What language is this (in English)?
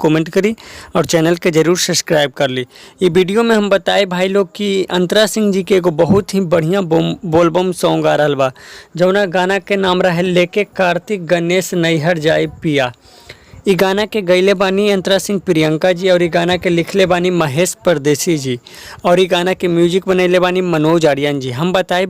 Bhojpuri